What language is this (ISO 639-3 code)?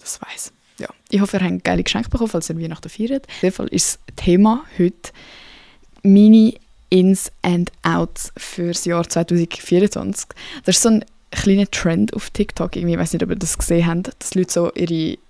gsw